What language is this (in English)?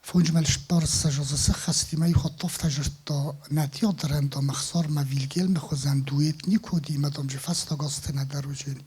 Ossetic